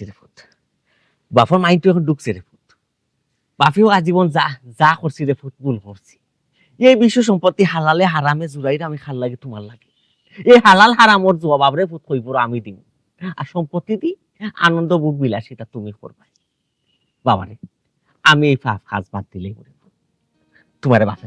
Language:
Sylheti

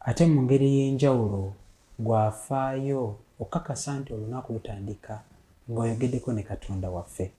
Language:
Ganda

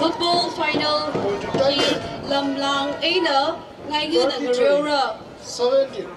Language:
Tangkhul Naga (India)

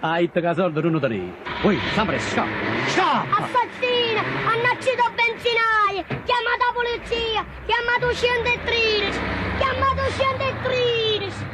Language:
Neapolitan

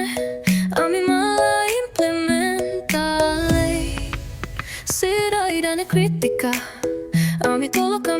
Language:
Tetum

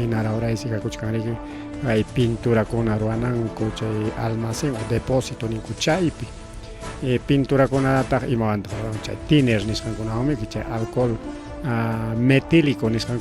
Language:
Ayacucho Quechua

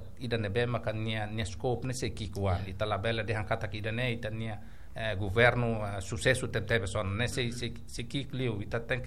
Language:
Tetum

